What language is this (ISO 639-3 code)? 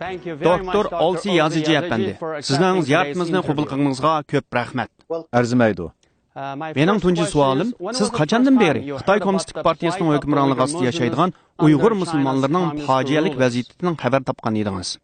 uig